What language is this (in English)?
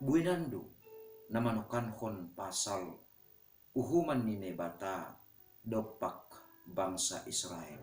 Batak Simalungun